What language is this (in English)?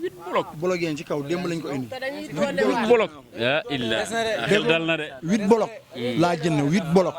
Wolof